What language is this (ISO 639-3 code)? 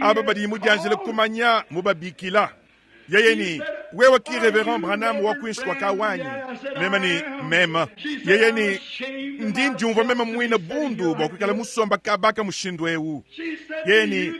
lua